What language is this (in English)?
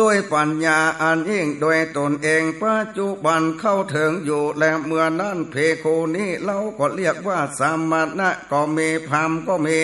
Northern Thai